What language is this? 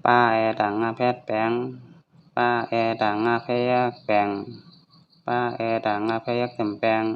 Shan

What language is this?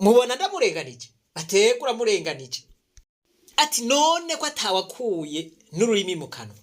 Rundi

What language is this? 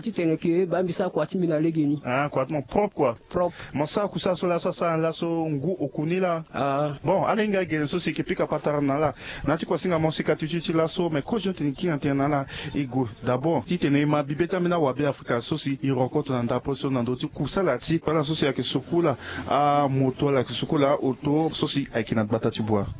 Sango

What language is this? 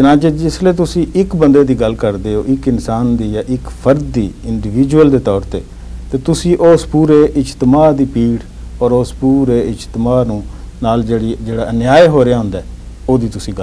Punjabi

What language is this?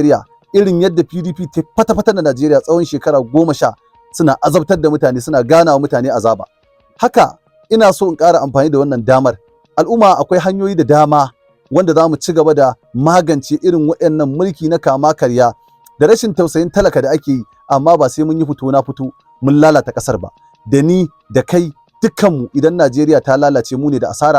Hausa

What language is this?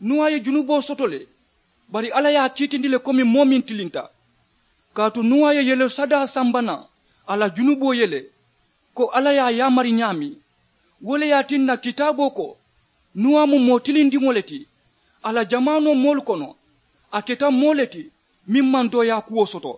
Mandingo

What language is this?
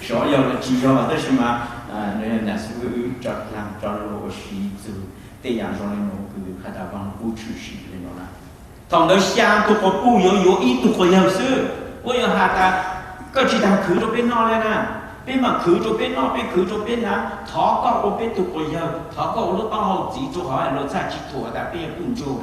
Hmong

